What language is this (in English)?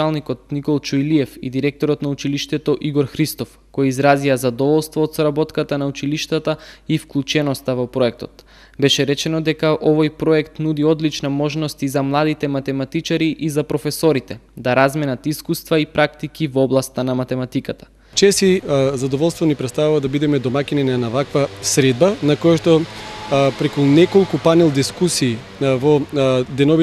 Macedonian